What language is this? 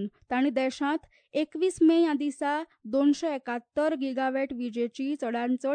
Konkani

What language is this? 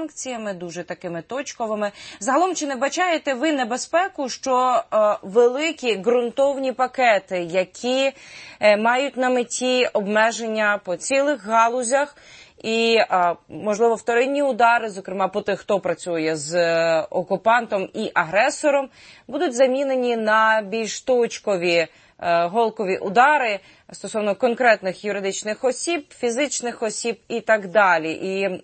Ukrainian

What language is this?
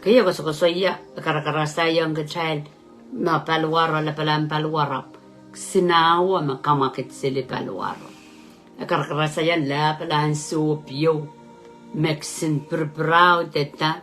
Pohnpeian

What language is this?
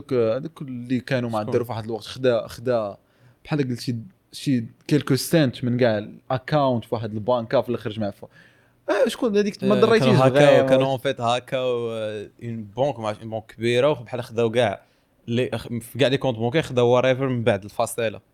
Moroccan Arabic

